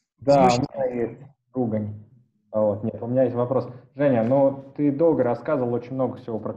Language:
Russian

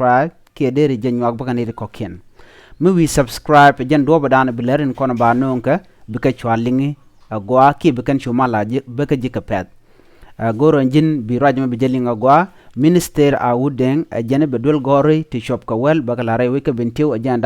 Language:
Nuer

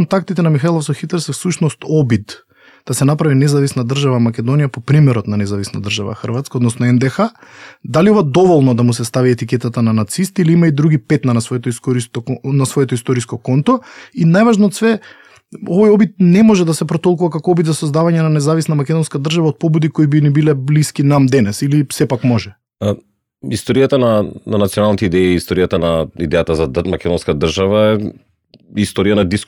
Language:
Macedonian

